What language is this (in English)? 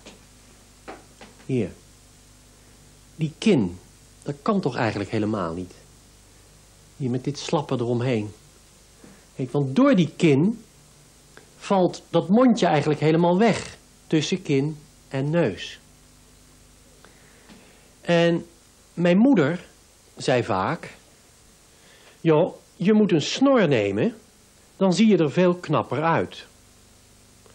Dutch